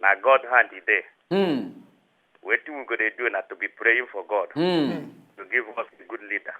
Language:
Nigerian Pidgin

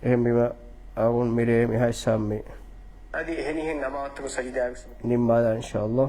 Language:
Divehi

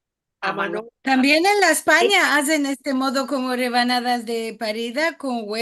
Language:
Ladino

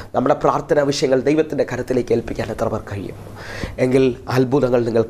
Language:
Malayalam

